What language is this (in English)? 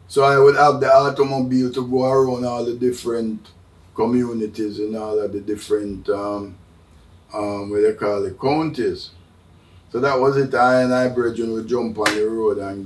Jamaican Creole English